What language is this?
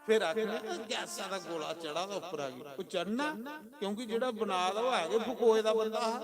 Dogri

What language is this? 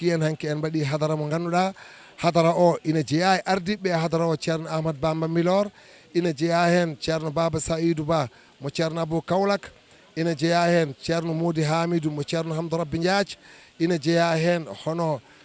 Fula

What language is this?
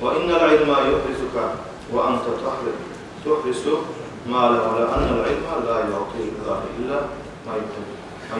Kumyk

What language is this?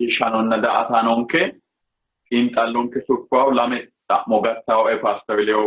Sidamo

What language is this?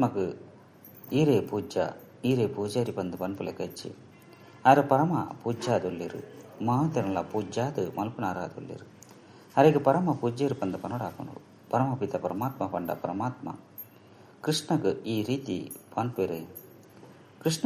Tulu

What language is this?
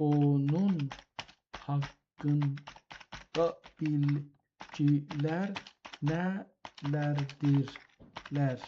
South Azerbaijani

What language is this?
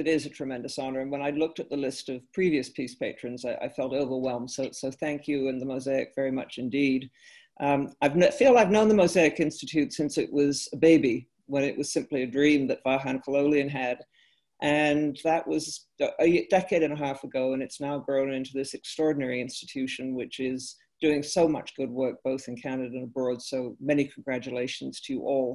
English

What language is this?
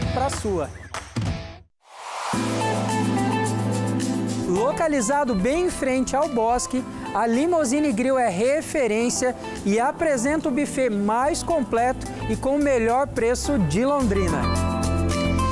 Portuguese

